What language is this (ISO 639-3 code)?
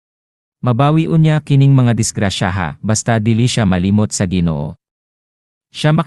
ceb